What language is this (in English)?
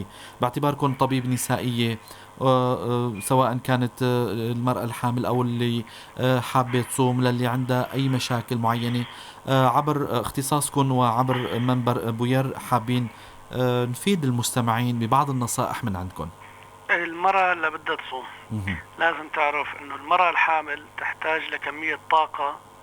North Levantine Arabic